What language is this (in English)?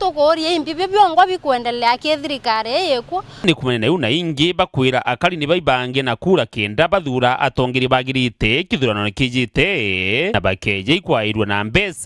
Meru